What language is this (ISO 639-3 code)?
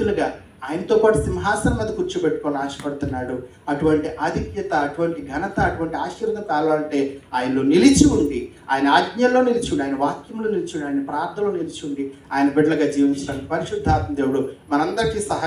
tel